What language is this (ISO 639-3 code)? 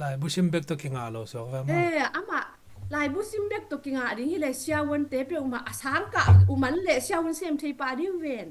ctd